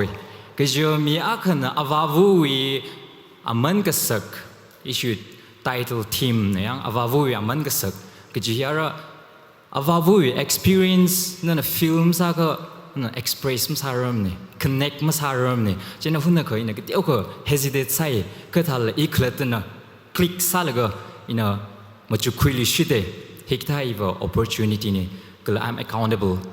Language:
Tangkhul Naga (India)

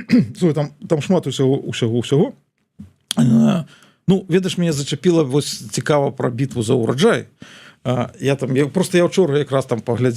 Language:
Belarusian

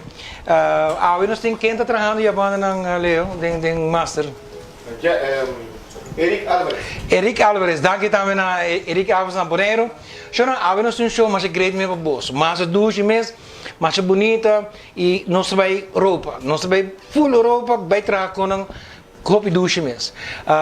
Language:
Papiamento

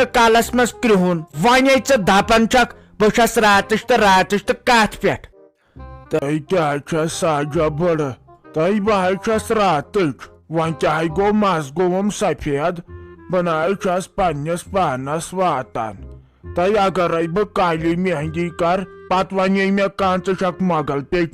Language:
Kashmiri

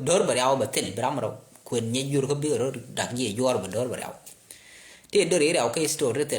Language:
Nuer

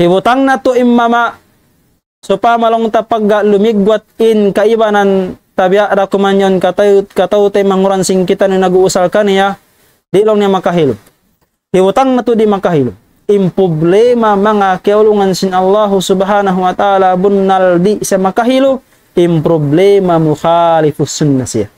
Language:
Tausug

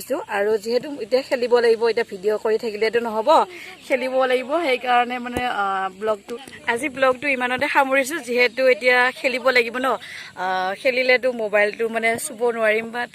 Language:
Assamese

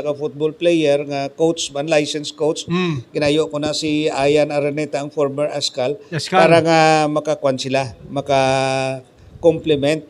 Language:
Hiligaynon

